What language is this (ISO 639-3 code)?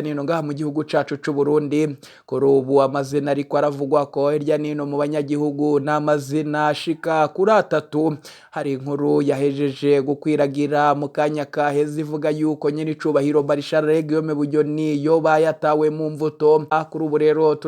run